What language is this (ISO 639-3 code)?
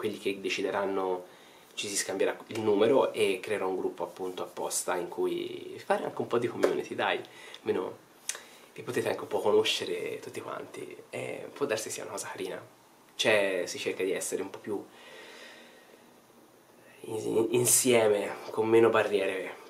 ita